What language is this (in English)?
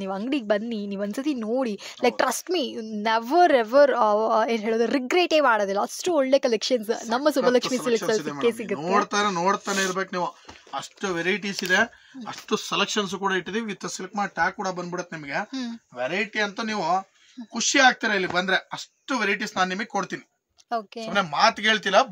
Kannada